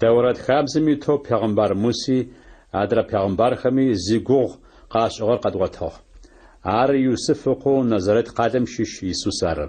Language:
Adyghe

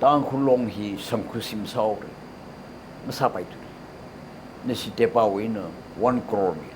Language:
Tangkhul Naga (India)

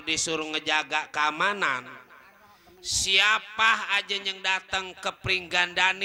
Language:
Betawi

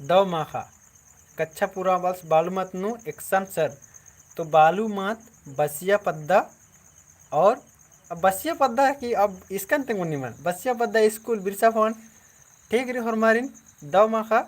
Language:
Kurukh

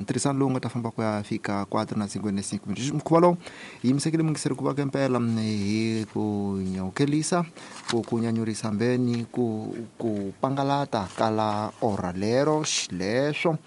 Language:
Tsonga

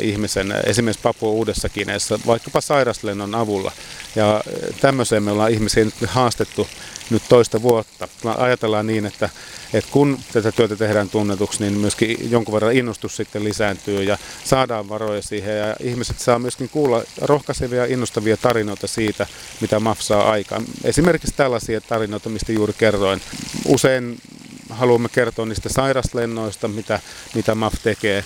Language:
Finnish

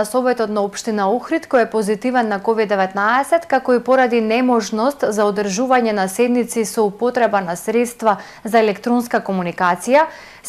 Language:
Macedonian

